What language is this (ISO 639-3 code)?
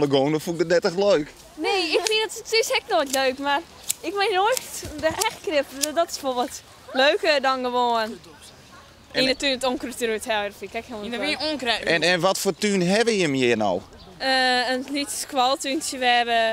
fry